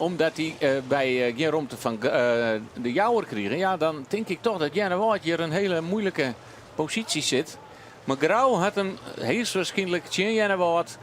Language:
Western Frisian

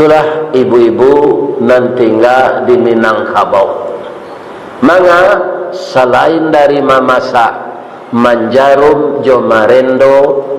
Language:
Minangkabau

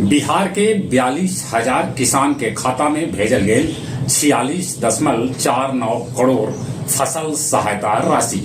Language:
Magahi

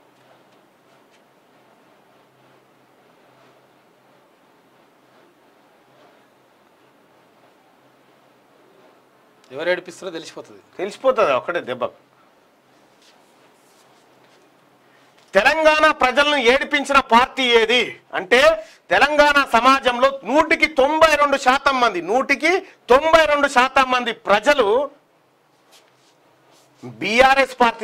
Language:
Telugu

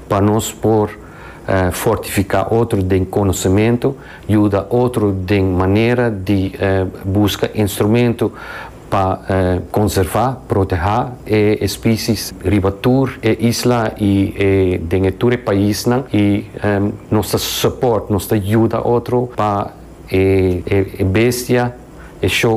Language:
Papiamento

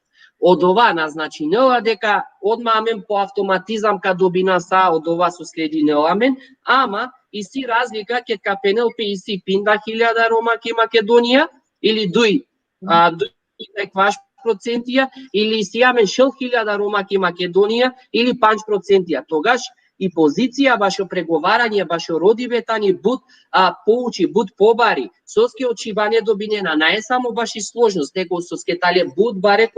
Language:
Balkan Romani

